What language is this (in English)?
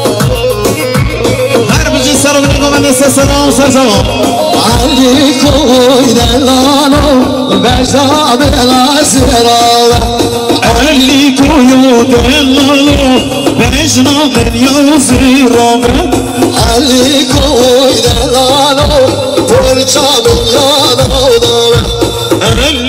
Kurdish